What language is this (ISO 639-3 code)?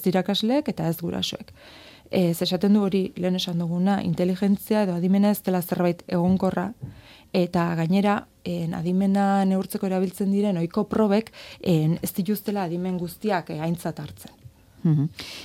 eus